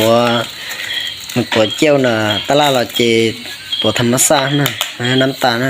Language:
Hmong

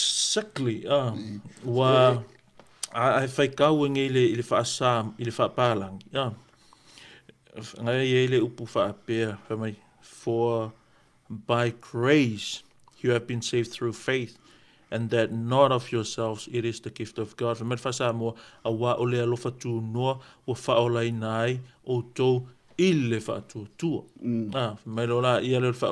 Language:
Samoan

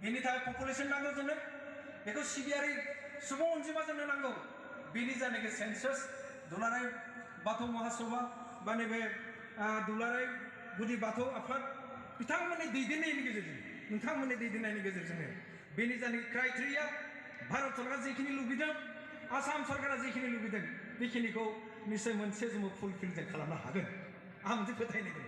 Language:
Bodo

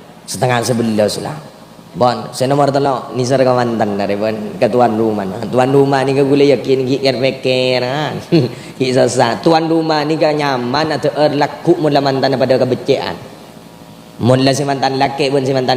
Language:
Madurese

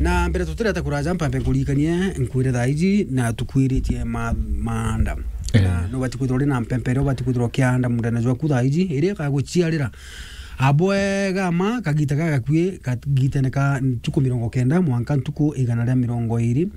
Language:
Meru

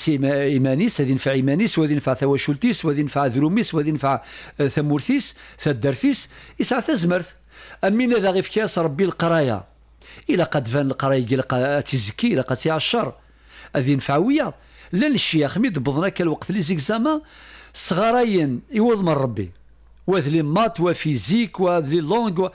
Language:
Kabyle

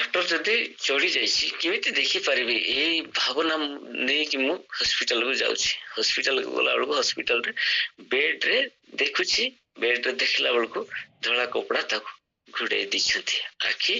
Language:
Odia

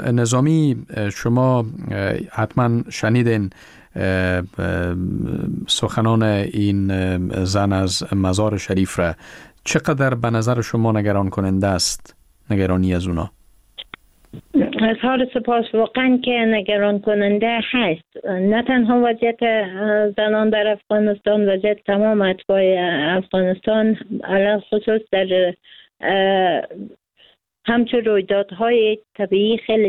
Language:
Persian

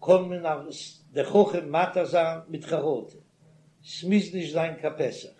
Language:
Yiddish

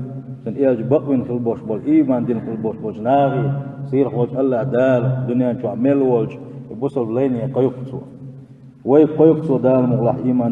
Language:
Chechen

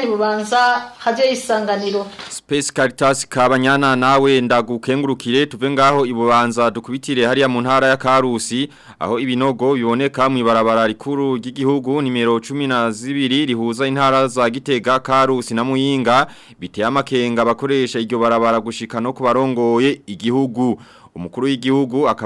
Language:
Rundi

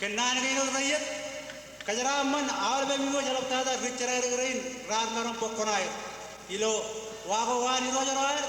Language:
Marshallese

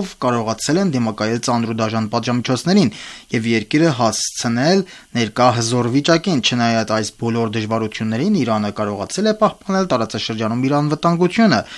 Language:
Armenian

